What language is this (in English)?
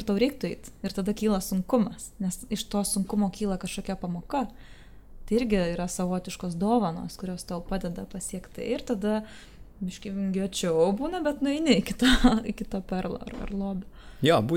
Lithuanian